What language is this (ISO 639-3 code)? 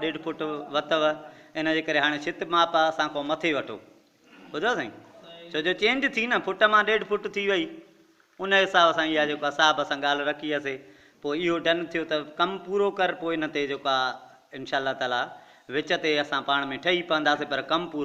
snd